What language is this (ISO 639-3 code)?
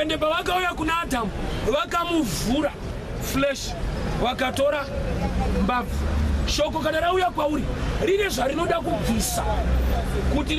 sna